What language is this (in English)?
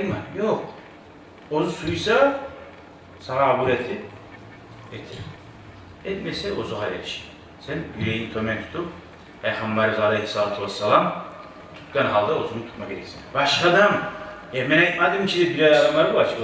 Kumyk